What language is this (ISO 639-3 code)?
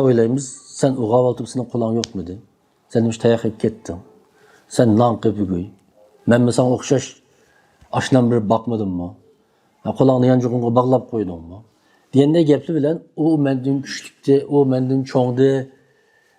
uig